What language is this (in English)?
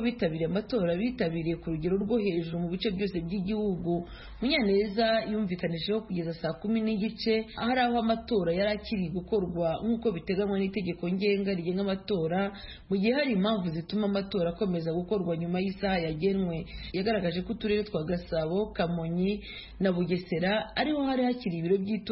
Kinyarwanda